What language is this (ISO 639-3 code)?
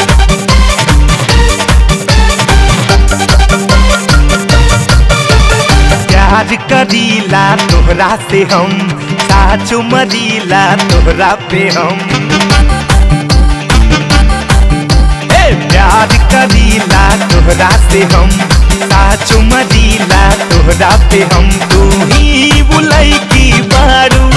bho